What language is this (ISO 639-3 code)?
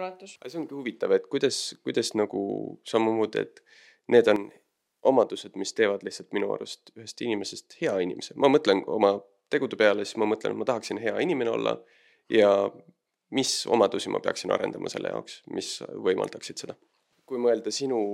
est